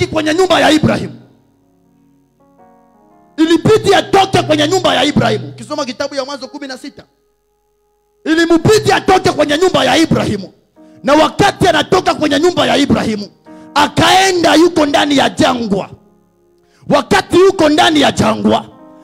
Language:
Swahili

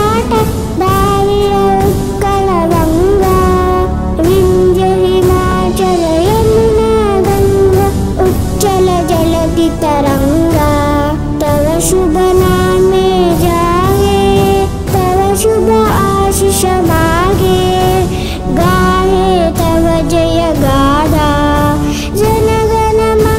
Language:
Kannada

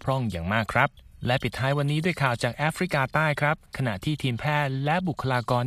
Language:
Thai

